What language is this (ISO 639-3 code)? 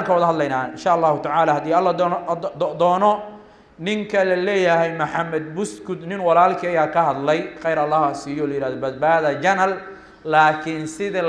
som